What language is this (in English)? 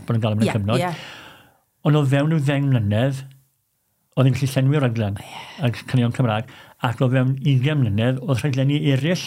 Welsh